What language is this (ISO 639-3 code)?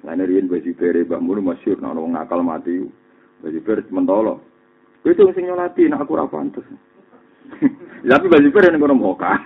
jav